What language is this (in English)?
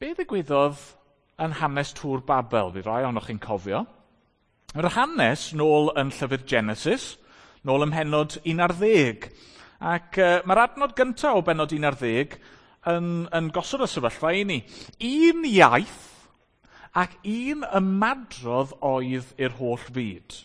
Welsh